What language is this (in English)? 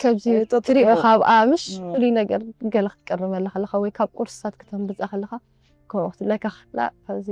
Tigrinya